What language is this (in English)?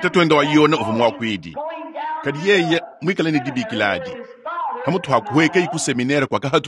Luba-Lulua